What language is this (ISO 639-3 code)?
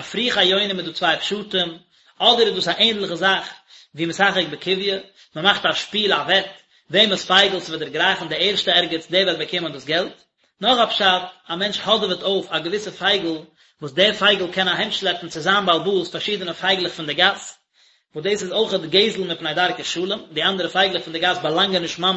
yid